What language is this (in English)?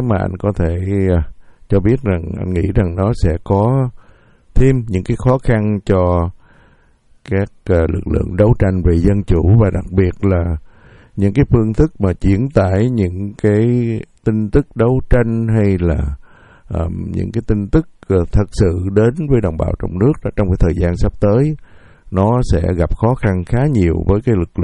Vietnamese